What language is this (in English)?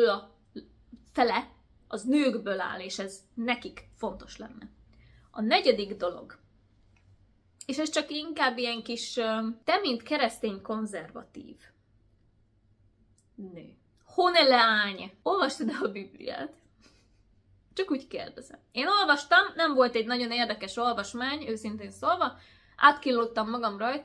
Hungarian